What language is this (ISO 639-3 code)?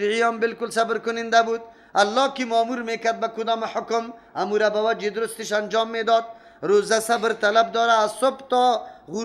fas